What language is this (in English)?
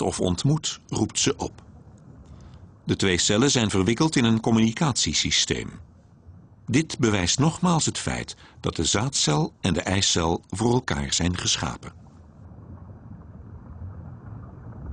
Dutch